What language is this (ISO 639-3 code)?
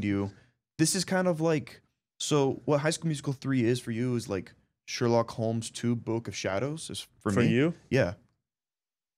eng